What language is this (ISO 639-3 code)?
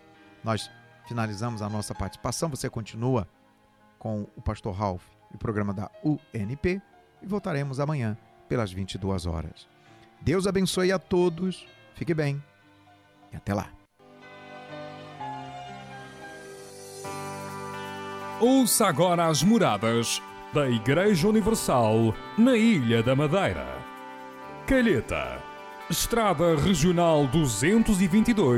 por